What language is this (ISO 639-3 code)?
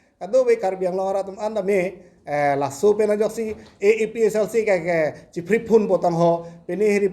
mjw